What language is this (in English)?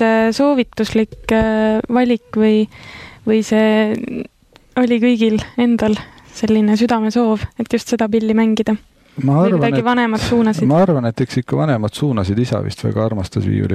Estonian